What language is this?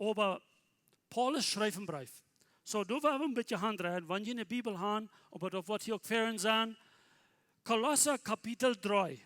Plautdietsch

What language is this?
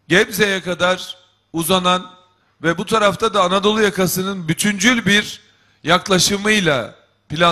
Turkish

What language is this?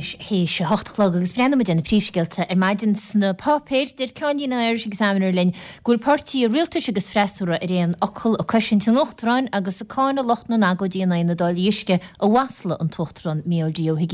Irish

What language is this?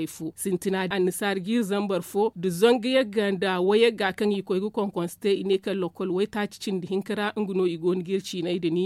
Zarma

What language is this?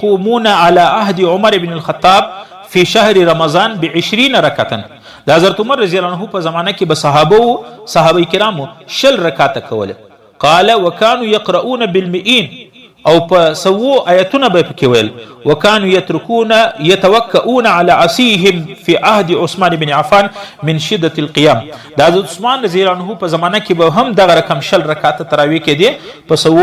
Pashto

